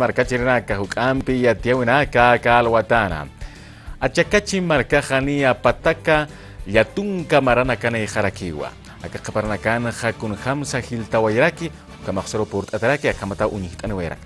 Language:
Aymara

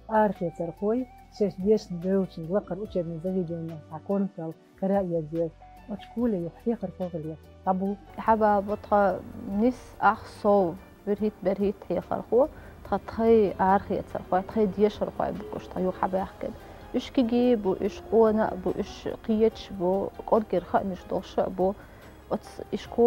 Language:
Chechen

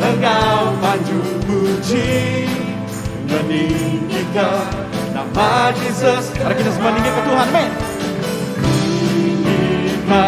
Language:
Iban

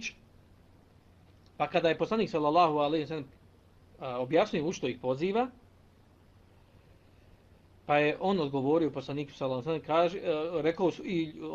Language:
Bosnian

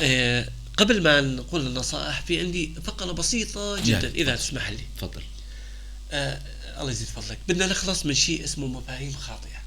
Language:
North Levantine Arabic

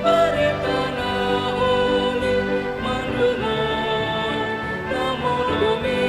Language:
Batak Toba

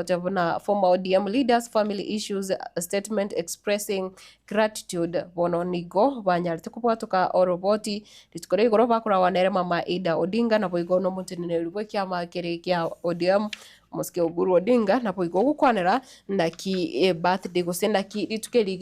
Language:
Gusii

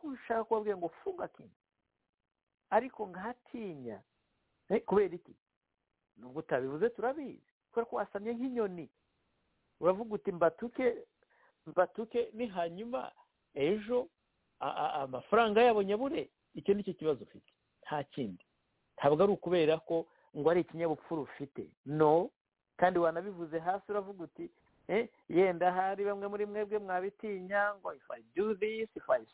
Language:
Kinyarwanda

